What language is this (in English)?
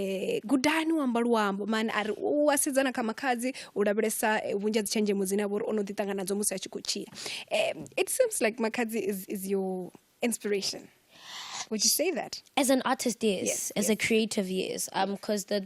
Venda